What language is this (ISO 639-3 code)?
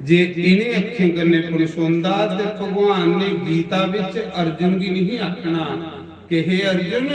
doi